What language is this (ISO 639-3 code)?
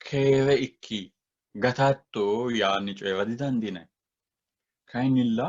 sid